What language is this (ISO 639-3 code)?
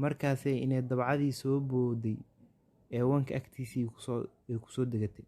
som